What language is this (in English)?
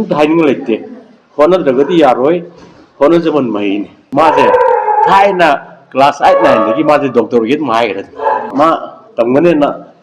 Manipuri